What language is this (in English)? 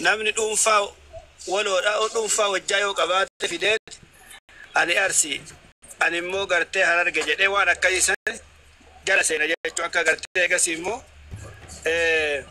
Oromo